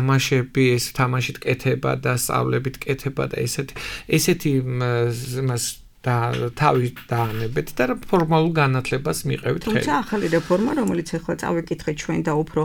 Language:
Georgian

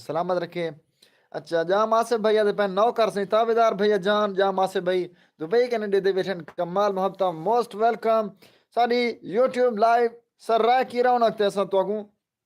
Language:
Saraiki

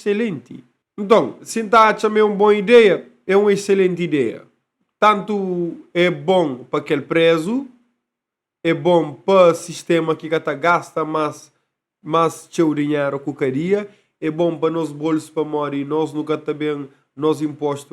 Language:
Kabuverdianu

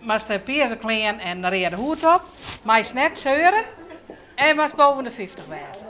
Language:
Western Frisian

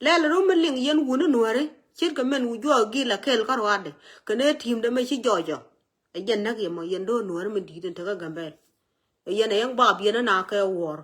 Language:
Nuer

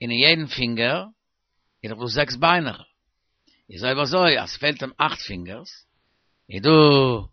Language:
Yiddish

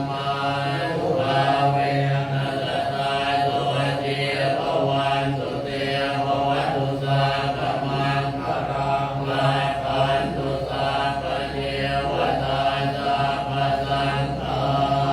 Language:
Pali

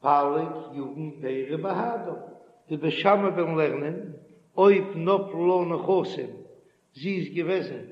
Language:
Yiddish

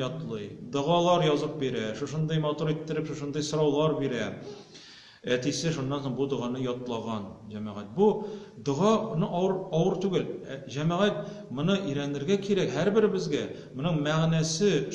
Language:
Tatar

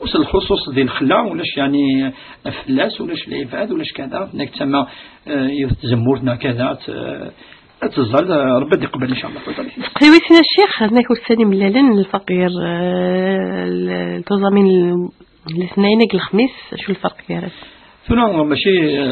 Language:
Kabyle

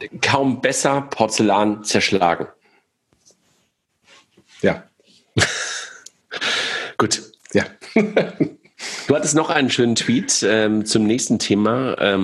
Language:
German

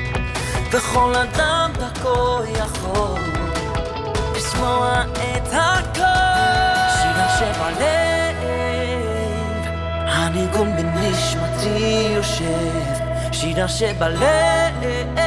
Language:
Hebrew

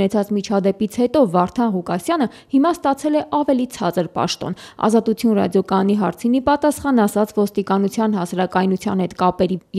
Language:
Armenian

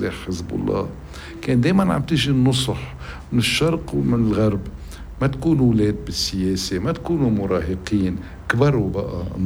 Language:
North Levantine Arabic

